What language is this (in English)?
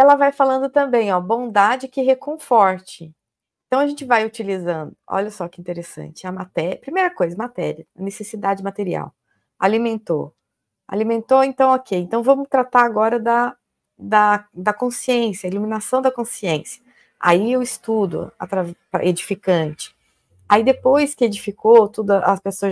Portuguese